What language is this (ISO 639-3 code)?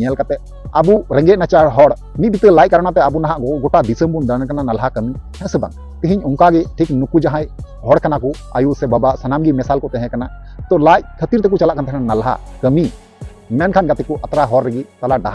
sat